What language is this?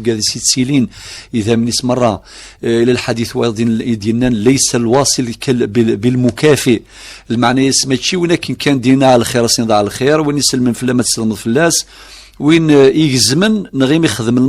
Kabyle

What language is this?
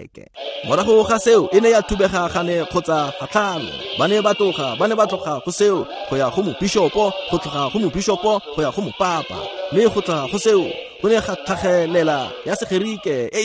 Tswana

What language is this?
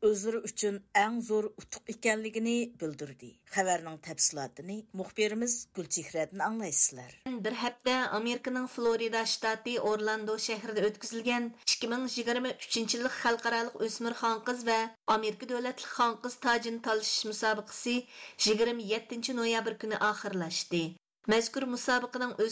Uyghur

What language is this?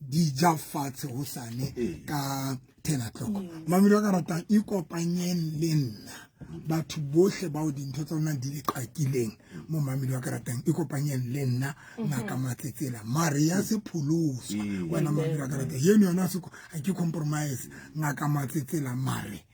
Southern Sotho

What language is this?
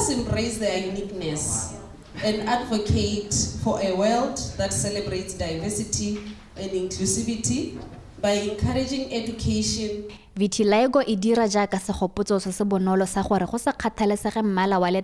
Tswana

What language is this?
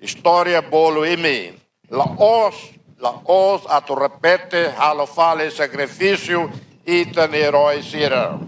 Tetum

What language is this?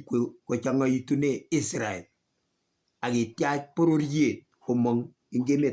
Kalenjin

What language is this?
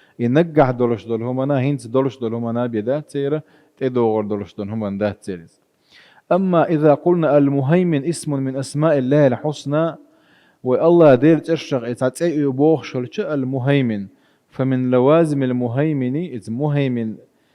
Chechen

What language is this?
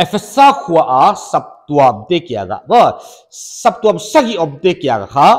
Paite Chin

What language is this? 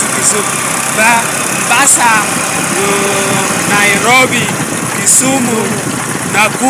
Lango (Uganda)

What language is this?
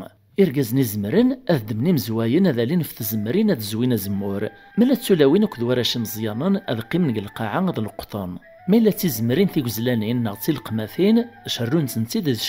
Kabyle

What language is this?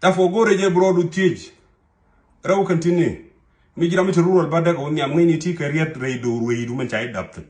Nuer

